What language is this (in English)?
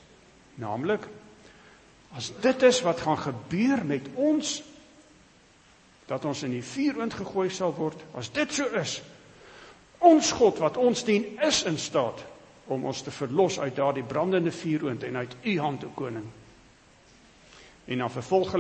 Afrikaans